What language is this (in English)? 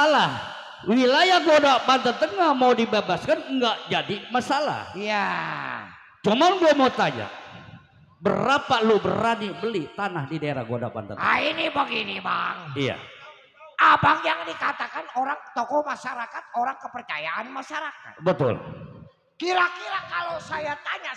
Betawi